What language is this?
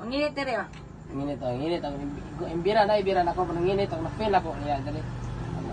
Cebuano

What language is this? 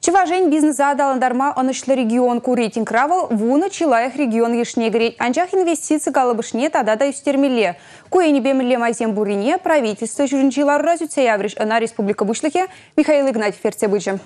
Chuvash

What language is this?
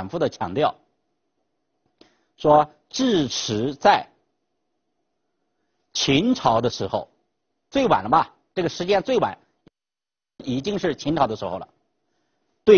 Chinese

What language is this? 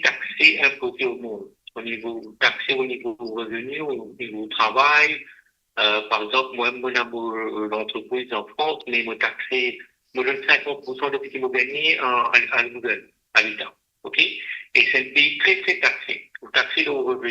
Morisyen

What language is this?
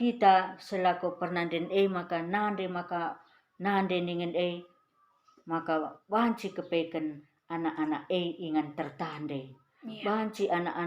Batak Karo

